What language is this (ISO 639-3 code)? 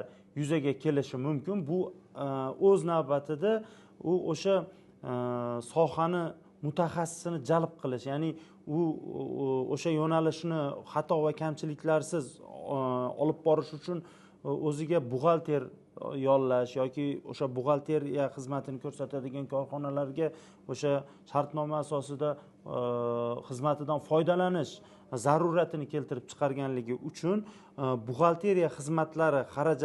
uzb